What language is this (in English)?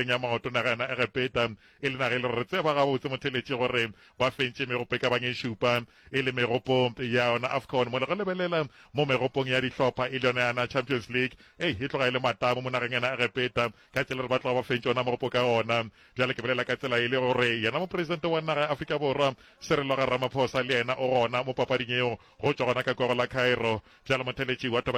Northern Sotho